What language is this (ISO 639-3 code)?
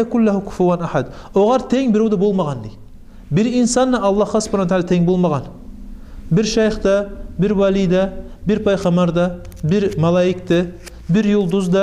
kum